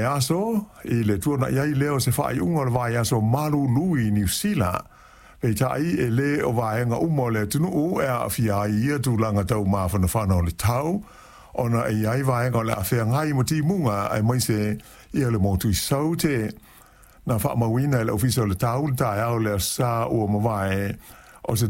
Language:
Samoan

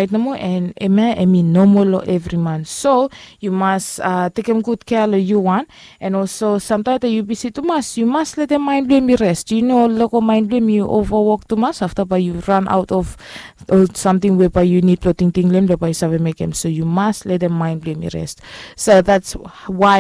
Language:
Bislama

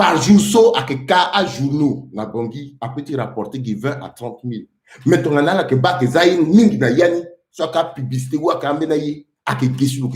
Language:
Sango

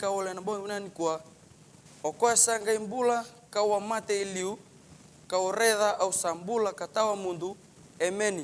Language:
Fijian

